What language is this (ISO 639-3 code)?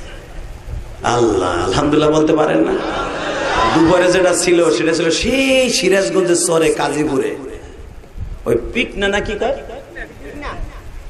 ben